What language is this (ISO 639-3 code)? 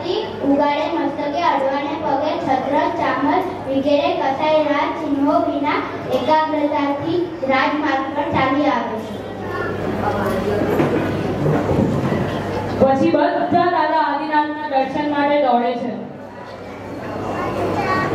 guj